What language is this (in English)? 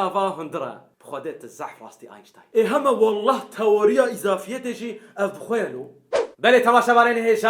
Kurdish